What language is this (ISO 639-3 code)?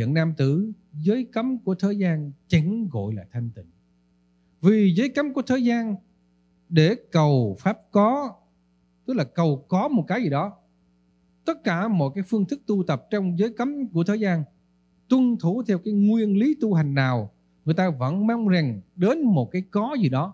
vie